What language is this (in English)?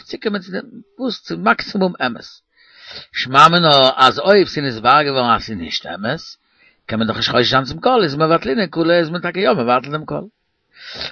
Yiddish